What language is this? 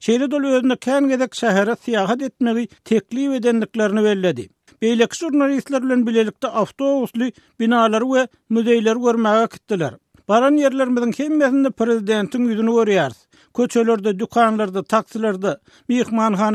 Turkmen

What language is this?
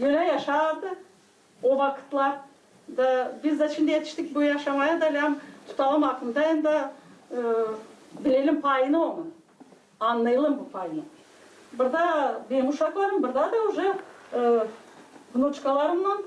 Gagauz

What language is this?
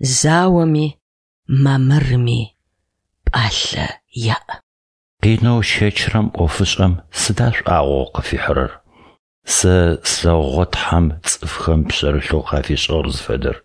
Adyghe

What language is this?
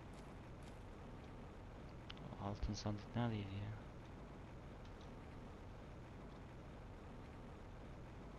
Turkish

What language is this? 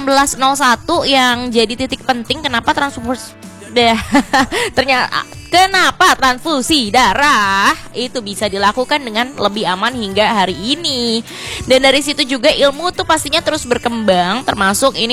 Indonesian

